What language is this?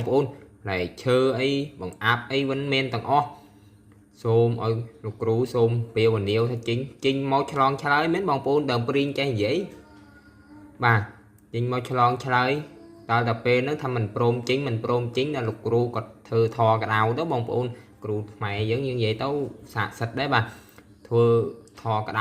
Khmer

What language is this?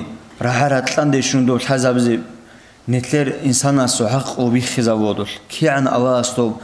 Avaric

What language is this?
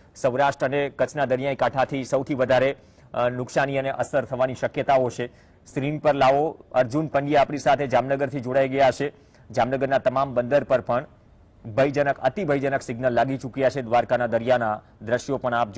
Gujarati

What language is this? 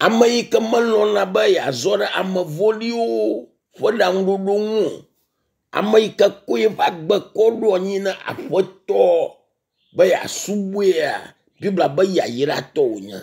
Ewe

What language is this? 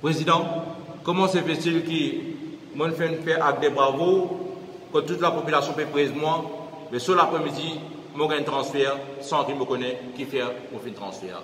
Morisyen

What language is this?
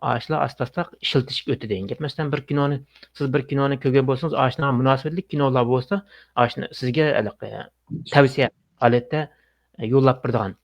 Uyghur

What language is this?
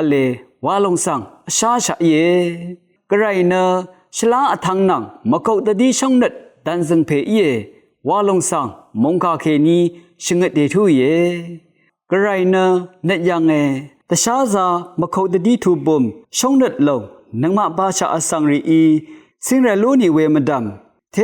Rawang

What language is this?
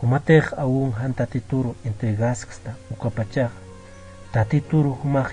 Aymara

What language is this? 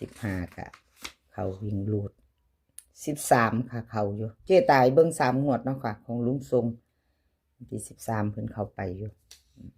Northeastern Thai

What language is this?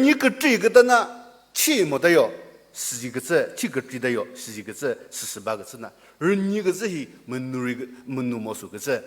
Chokri Naga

